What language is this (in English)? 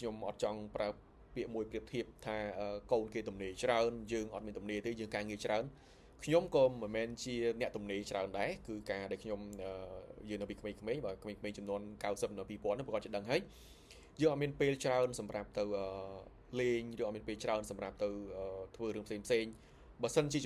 Khmer